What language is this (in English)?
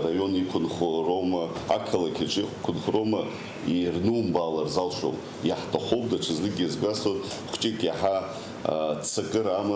Abkhazian